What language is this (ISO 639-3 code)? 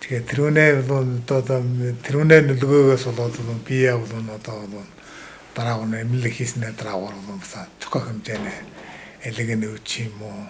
mon